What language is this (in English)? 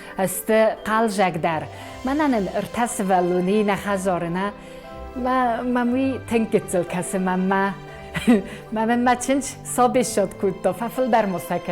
Ossetic